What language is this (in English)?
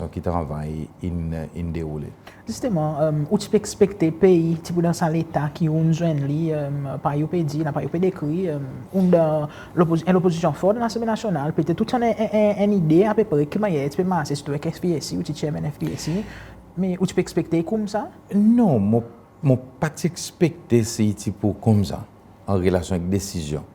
Seselwa Creole French